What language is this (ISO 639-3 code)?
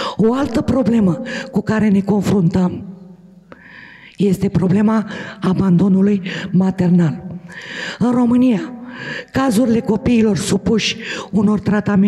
ron